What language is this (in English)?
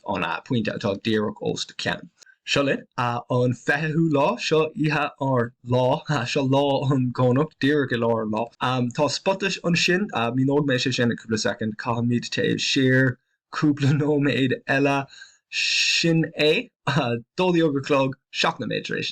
Irish